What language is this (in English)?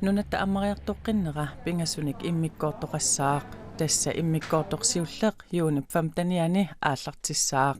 Kalaallisut